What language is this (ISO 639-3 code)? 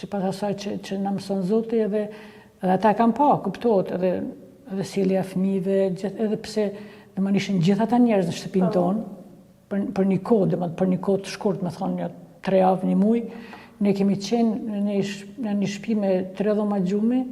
sqi